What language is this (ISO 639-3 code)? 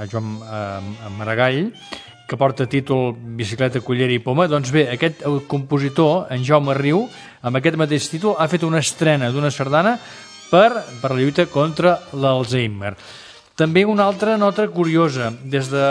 cat